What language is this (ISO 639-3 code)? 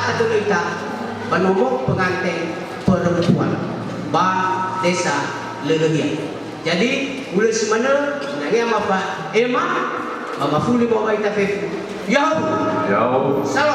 nia